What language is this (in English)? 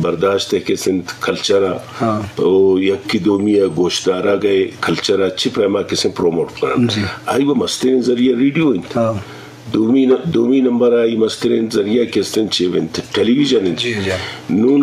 Eastern Balochi